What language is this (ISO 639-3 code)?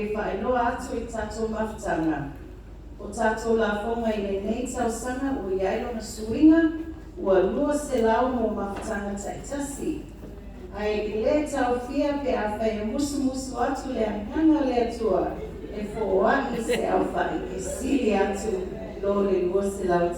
smo